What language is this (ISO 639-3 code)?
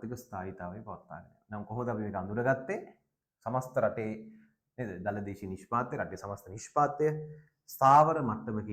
sin